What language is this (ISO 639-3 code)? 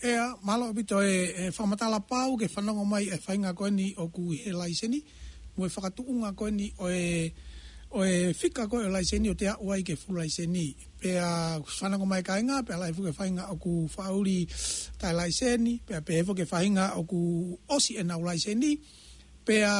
ton